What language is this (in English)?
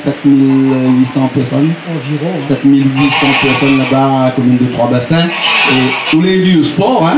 Réunion Creole French